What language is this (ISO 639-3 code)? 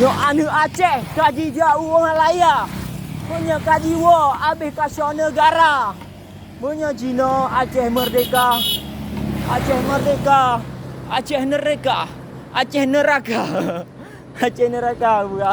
ace